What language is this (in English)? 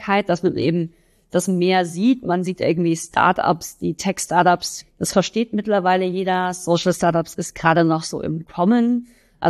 German